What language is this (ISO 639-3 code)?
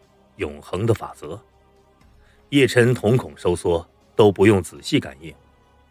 zho